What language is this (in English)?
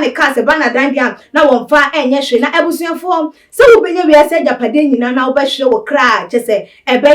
Akan